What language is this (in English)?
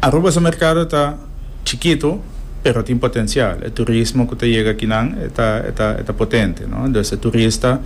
Papiamento